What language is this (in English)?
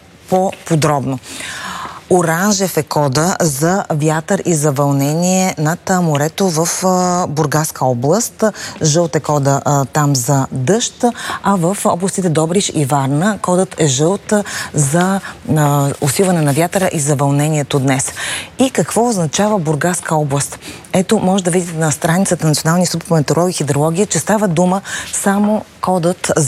Bulgarian